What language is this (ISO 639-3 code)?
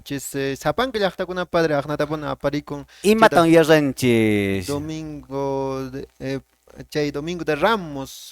que